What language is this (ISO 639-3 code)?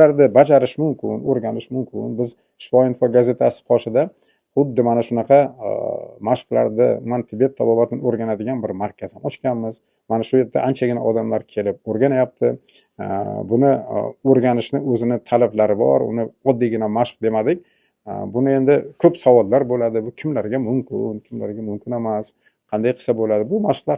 uzb